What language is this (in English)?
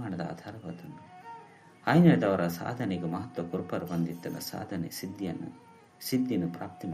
Tulu